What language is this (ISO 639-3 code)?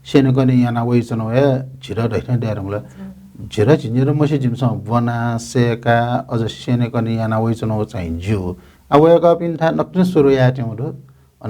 new